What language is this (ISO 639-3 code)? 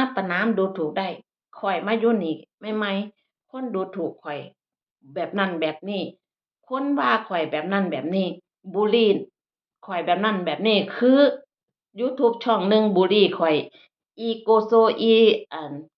tts